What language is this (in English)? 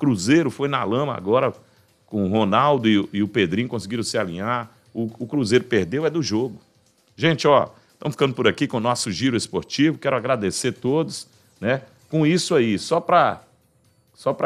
Portuguese